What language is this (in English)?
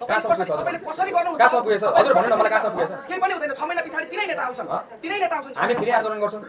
Nepali